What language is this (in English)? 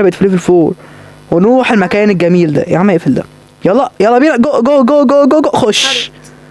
Egyptian Arabic